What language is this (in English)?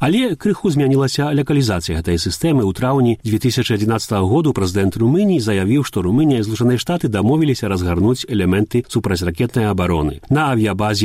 Belarusian